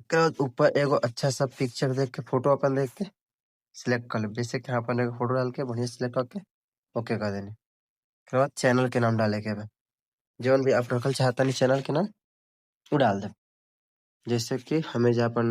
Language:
Bhojpuri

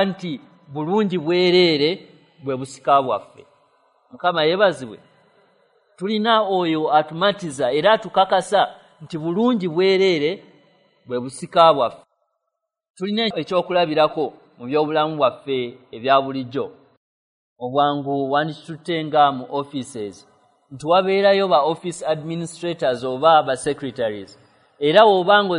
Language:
Ganda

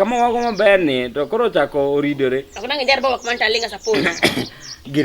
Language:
Luo (Kenya and Tanzania)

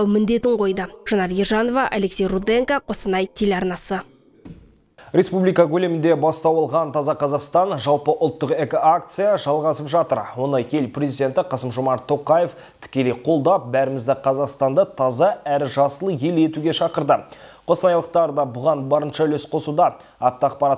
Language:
Kazakh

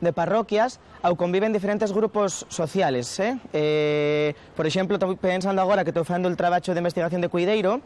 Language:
Asturian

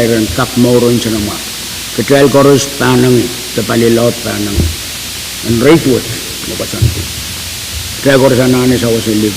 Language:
Pohnpeian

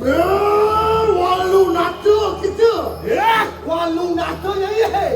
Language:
Balinese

